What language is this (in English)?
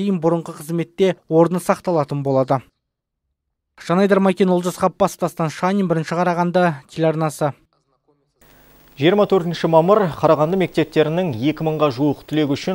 Kazakh